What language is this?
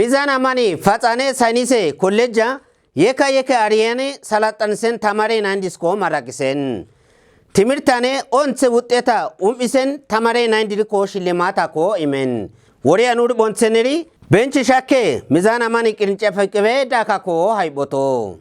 Kafa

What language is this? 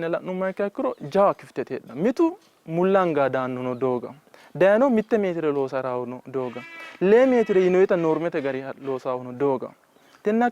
Sidamo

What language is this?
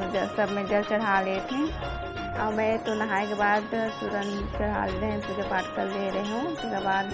Chhattisgarhi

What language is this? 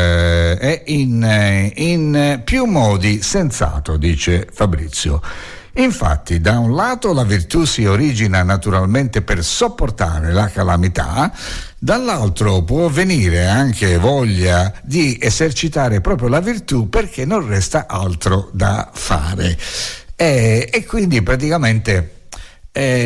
Italian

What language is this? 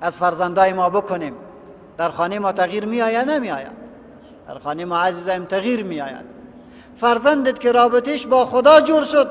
Persian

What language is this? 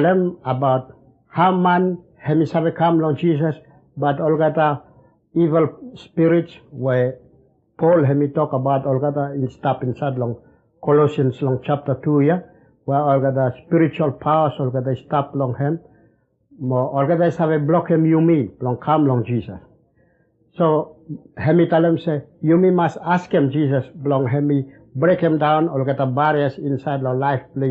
Bislama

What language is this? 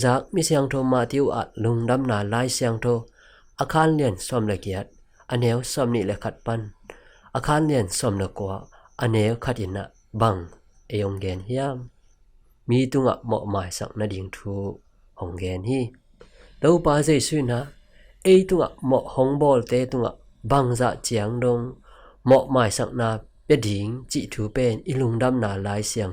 Tedim Chin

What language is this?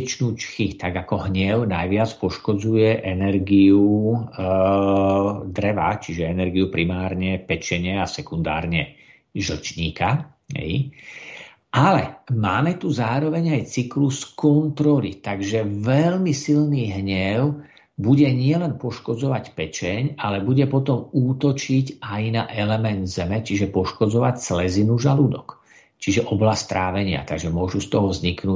Slovak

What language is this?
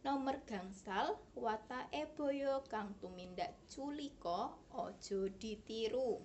Javanese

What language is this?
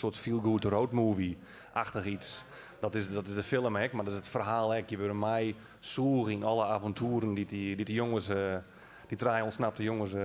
Western Frisian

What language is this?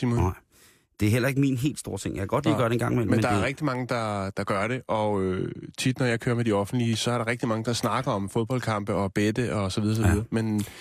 Danish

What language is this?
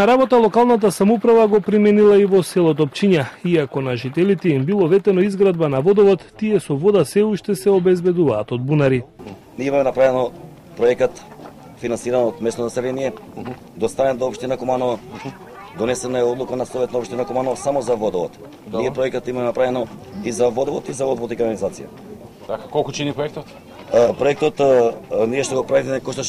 Macedonian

